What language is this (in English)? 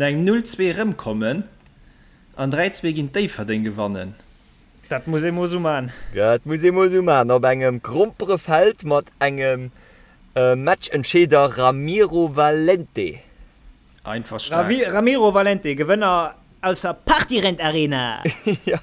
Luxembourgish